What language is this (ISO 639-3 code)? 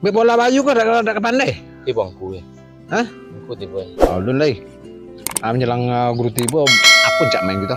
min